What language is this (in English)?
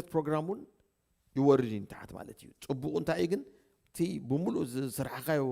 Tigrinya